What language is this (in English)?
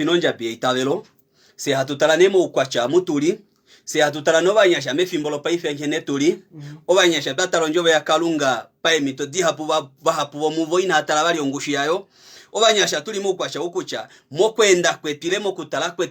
Kuanyama